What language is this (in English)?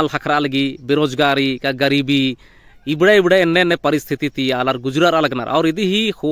Kurukh